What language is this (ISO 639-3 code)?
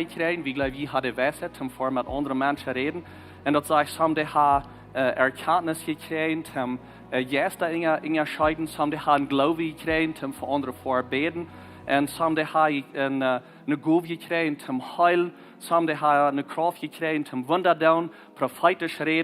pdt